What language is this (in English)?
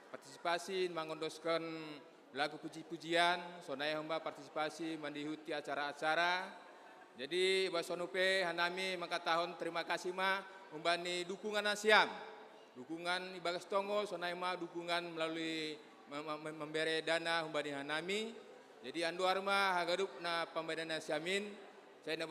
Batak Simalungun